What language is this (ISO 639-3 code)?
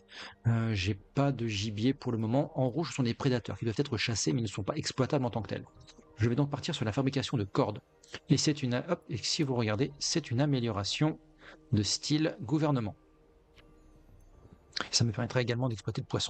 fra